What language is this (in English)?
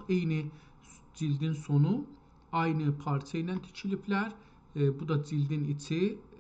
South Azerbaijani